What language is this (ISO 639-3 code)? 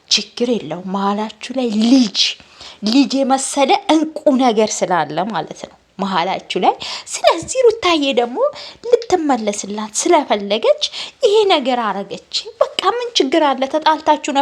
amh